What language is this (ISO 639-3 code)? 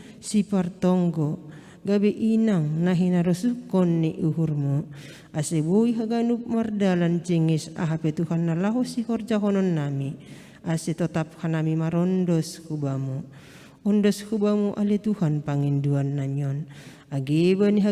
bts